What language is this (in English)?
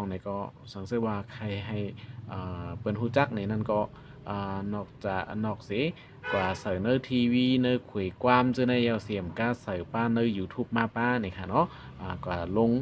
Shan